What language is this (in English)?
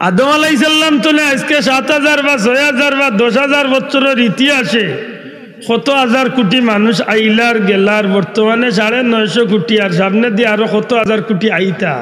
Sylheti